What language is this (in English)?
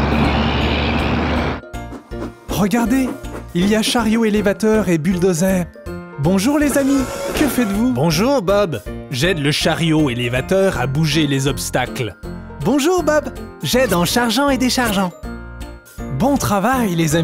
French